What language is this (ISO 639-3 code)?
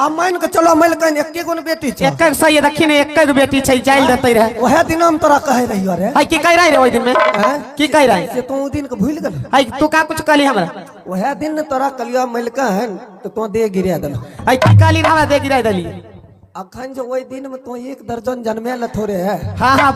mai